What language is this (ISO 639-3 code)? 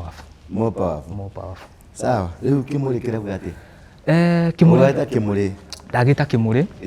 kik